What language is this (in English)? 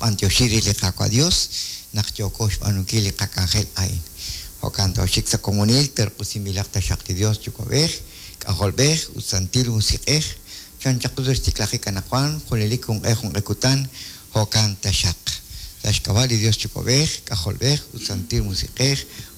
Kekchí